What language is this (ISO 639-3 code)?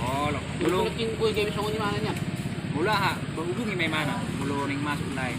bbc